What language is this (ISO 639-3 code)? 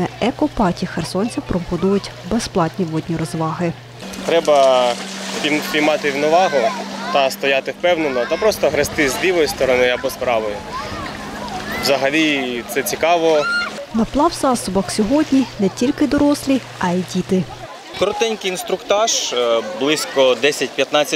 ukr